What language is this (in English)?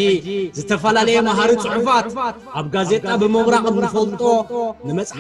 Tigrinya